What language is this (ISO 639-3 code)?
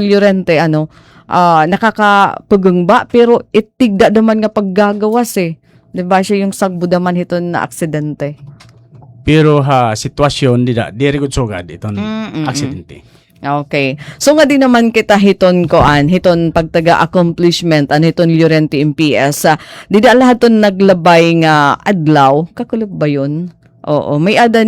war